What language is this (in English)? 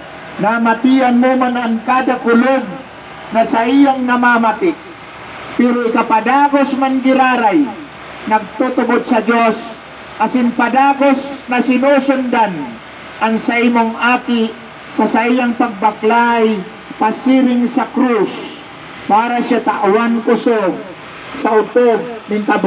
Bikol